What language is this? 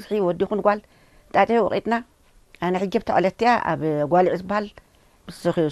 Tigrinya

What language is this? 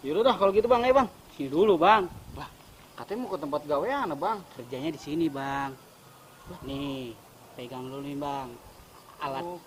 Betawi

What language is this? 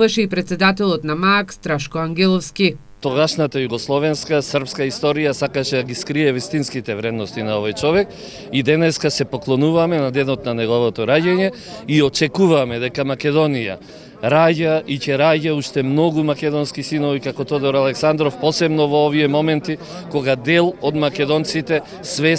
Macedonian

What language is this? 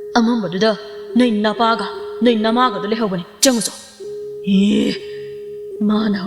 Manipuri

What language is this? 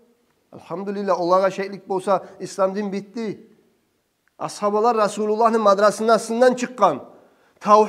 Kumyk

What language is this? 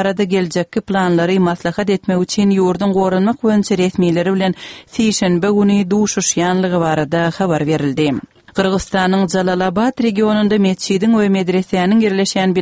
Turkmen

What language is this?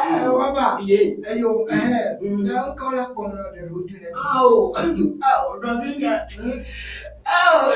Ewe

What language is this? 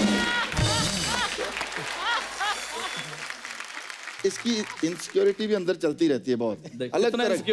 Hindi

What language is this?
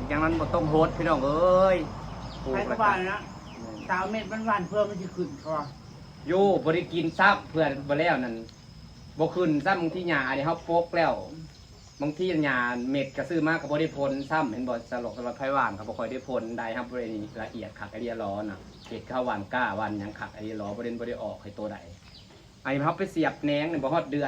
Northeastern Thai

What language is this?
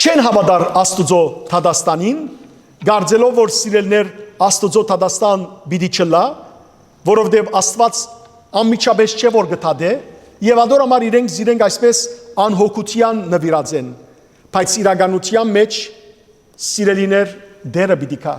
Western Armenian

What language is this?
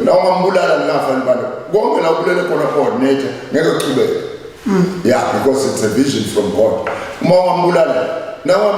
Zulu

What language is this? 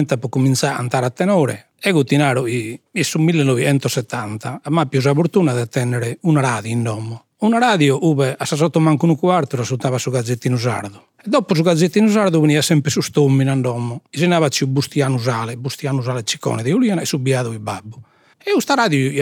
Sardinian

